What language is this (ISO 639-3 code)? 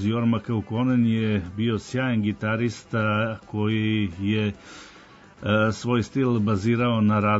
srp